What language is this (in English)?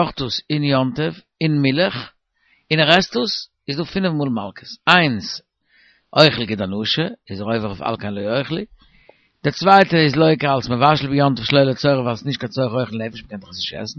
Yiddish